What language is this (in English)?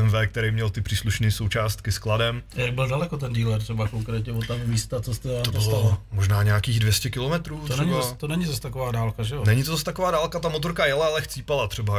Czech